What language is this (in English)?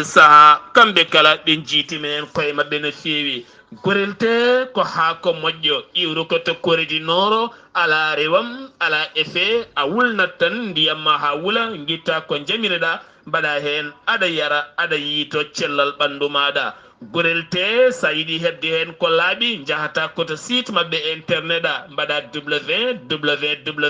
Fula